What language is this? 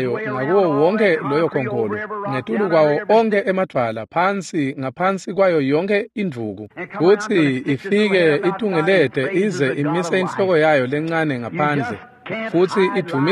Swati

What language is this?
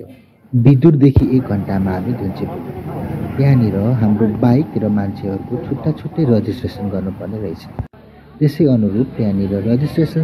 Nepali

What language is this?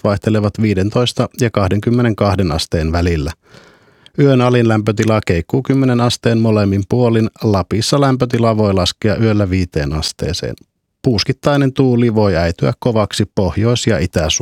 Finnish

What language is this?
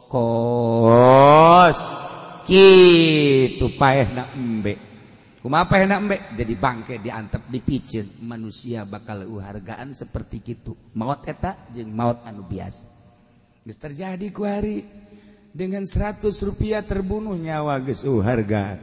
Sundanese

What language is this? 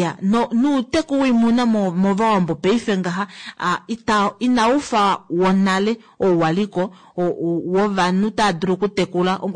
Kuanyama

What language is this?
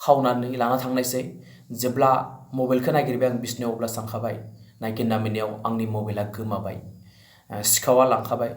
Bodo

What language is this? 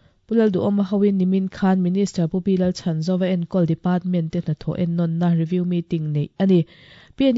Mizo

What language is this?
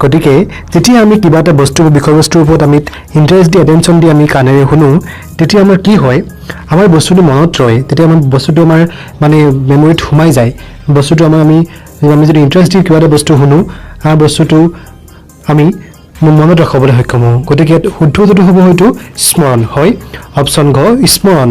Assamese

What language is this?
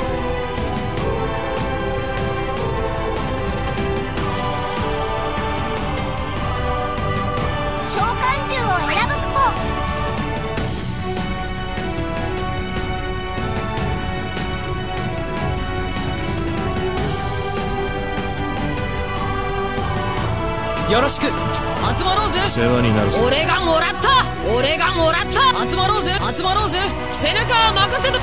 Japanese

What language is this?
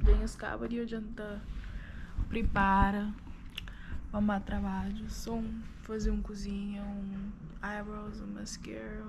Kabuverdianu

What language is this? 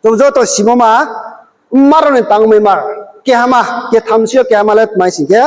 Riang (India)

